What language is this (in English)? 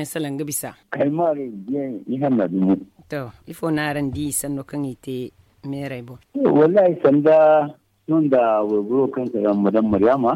Zarma